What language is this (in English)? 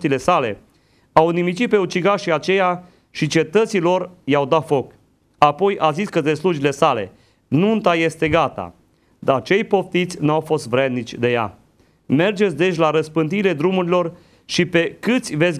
Romanian